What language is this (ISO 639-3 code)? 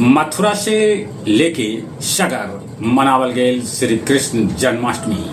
mag